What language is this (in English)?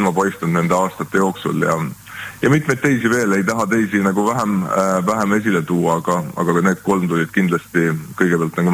Estonian